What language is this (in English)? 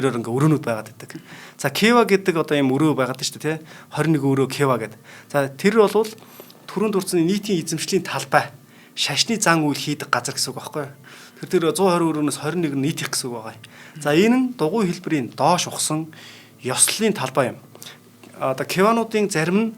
Mongolian